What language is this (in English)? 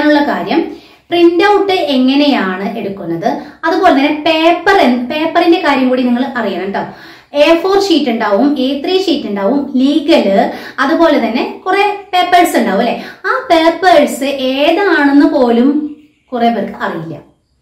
Malayalam